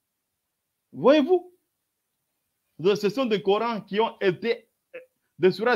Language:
French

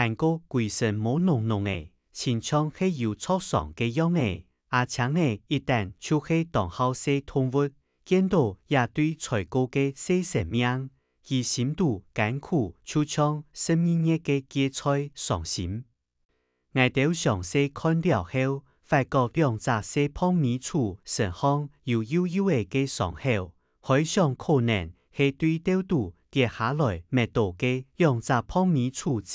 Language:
Hakka Chinese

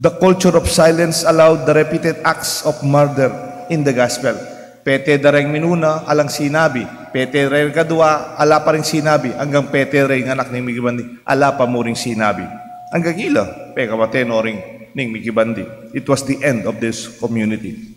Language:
Pampanga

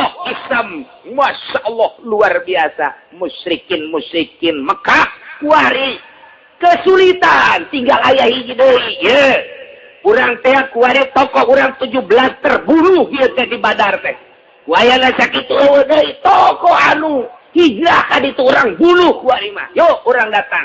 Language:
Sundanese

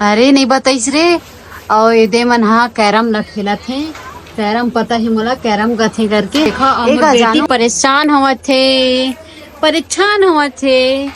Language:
Chhattisgarhi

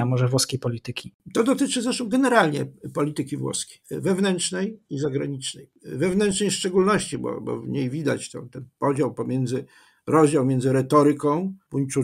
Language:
Polish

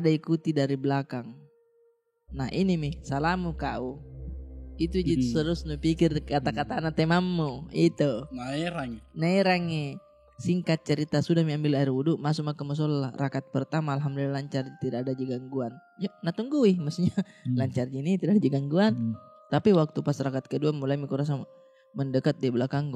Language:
Makassar Malay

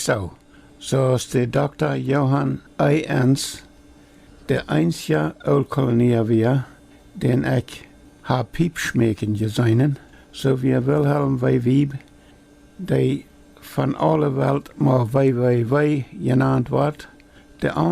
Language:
Plautdietsch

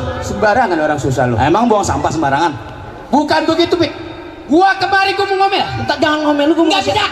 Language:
Betawi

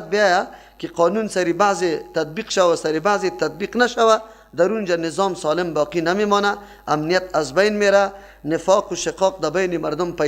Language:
Persian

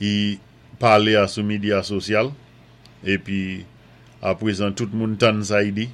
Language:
Saint Lucian Creole French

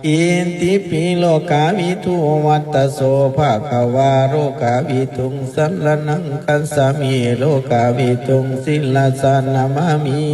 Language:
Pali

